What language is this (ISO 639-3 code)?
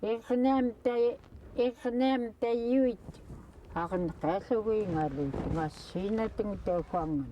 esu